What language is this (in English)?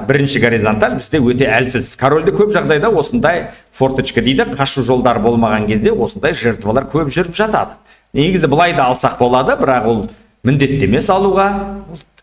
Kazakh